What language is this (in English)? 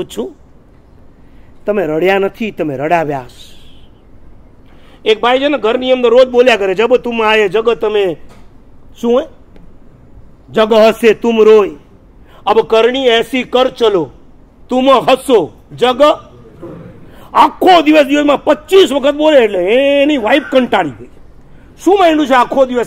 Gujarati